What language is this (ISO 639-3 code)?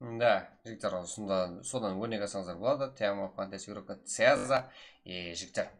kaa